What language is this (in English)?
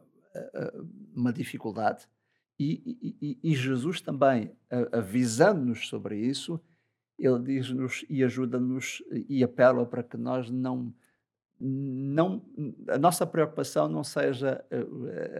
Portuguese